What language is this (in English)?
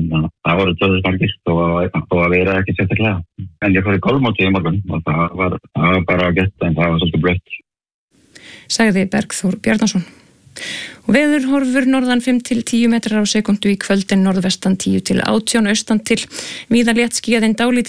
Icelandic